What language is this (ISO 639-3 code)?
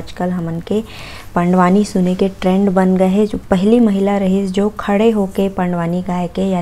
hne